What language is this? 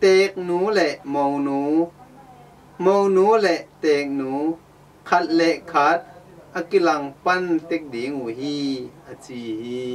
Tedim Chin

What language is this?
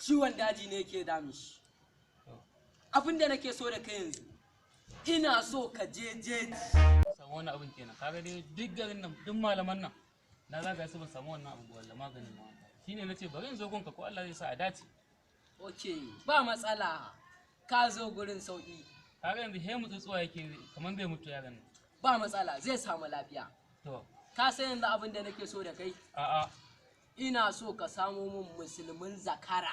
Hausa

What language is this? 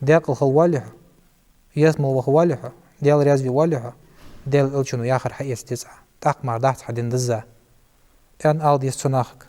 Ingush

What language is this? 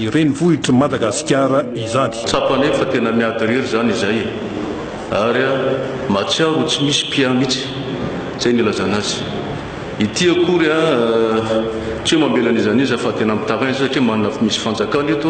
Malagasy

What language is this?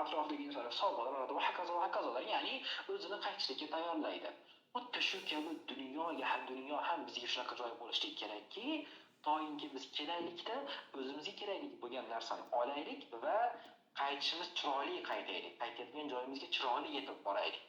Uzbek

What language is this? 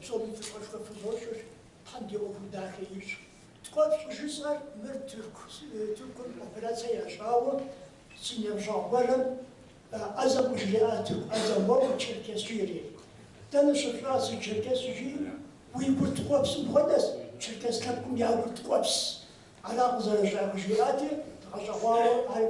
Kabardian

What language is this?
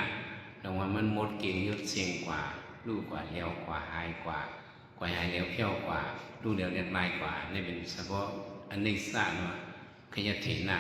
Shan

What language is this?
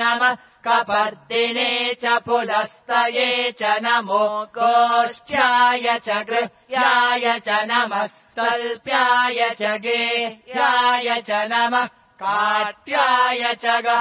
Sanskrit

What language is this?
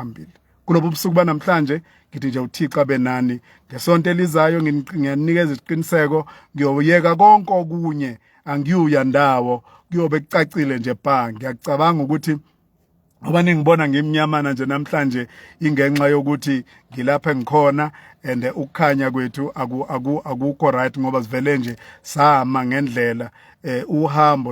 Zulu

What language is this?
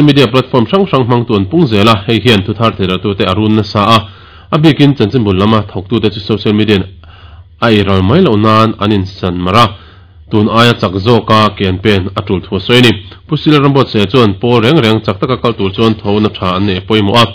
Mizo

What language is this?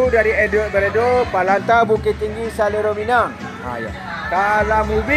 Minangkabau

